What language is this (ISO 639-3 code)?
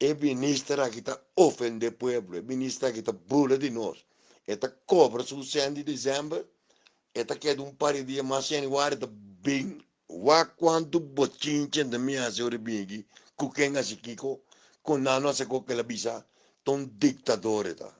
pap